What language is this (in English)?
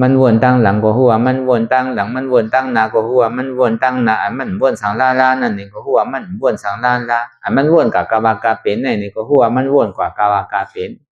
Shan